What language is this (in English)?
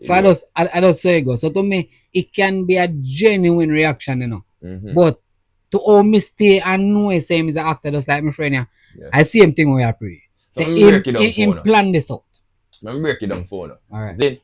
Jamaican Creole English